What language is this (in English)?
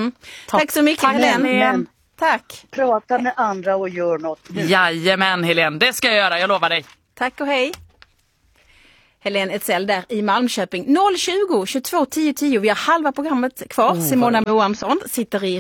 Swedish